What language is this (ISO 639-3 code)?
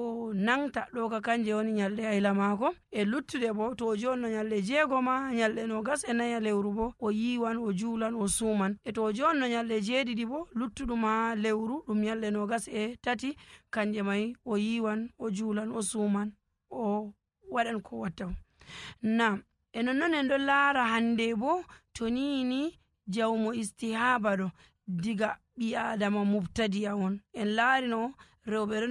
fuv